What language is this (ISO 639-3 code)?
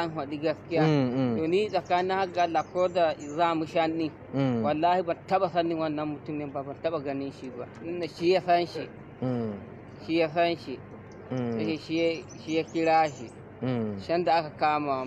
hau